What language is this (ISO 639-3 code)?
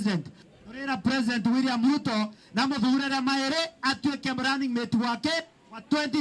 mer